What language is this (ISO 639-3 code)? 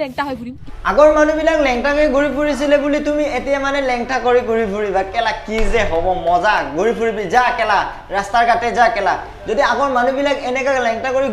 asm